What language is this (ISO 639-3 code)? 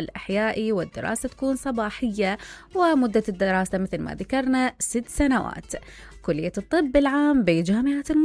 acm